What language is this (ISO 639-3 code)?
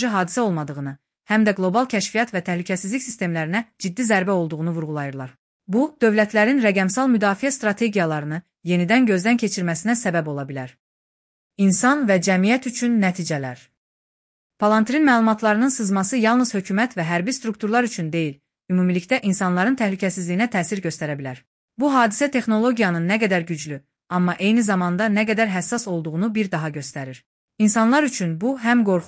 aze